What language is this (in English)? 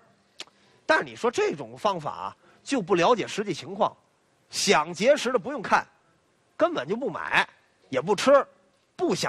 Chinese